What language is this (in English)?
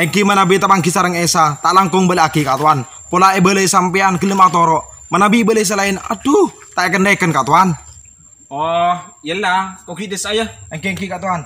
Madurese